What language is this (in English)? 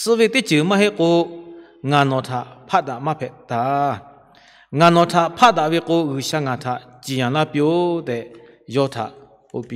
Lahu